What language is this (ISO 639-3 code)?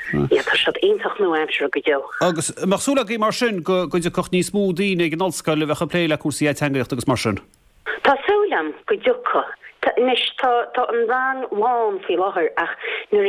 gle